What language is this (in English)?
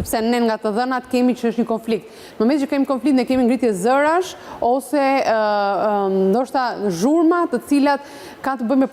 Albanian